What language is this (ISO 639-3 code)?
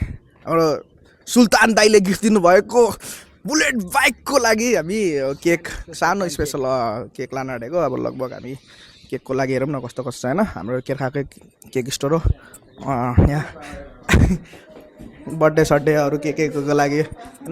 nep